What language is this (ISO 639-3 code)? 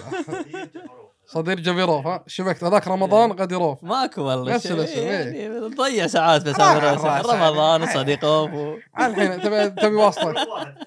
afb